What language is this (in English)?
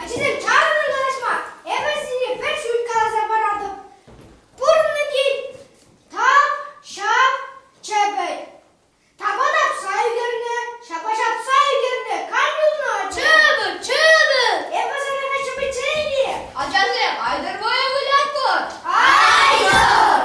Chuvash